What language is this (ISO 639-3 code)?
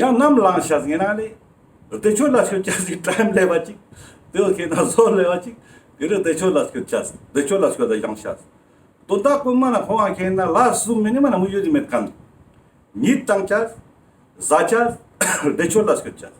lbj